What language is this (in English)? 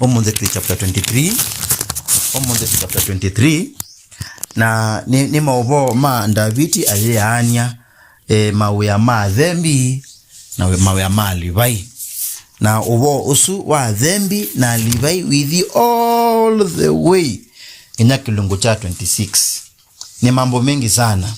Kamba